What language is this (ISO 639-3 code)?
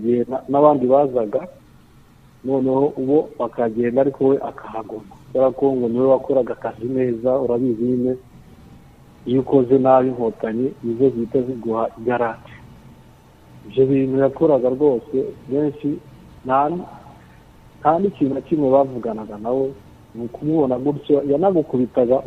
kin